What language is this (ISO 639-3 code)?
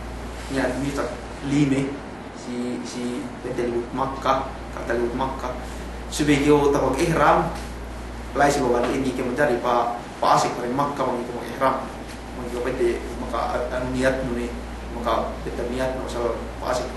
yka